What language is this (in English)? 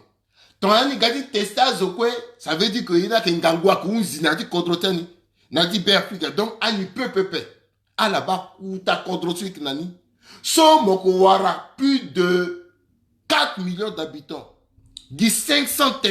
Sango